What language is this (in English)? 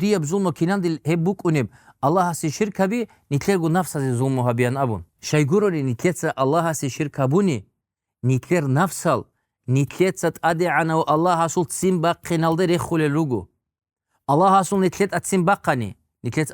Avaric